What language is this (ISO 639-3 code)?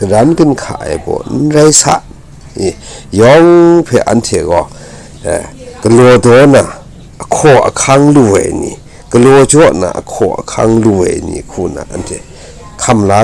kac